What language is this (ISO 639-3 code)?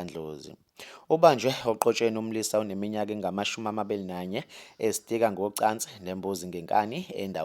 zul